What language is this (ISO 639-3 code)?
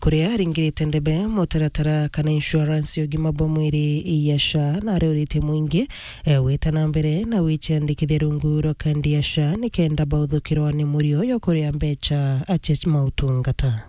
mer